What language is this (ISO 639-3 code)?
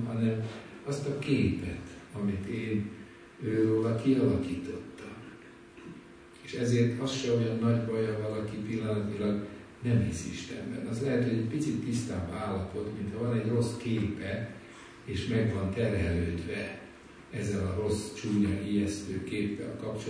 hun